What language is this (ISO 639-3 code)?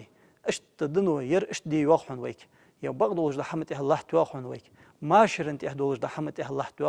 inh